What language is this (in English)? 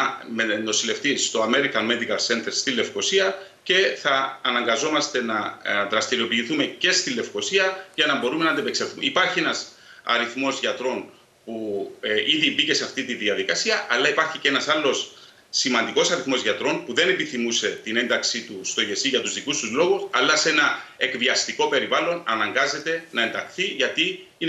Greek